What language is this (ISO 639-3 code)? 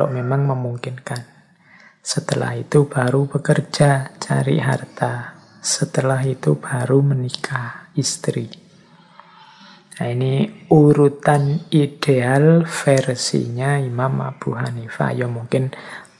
ind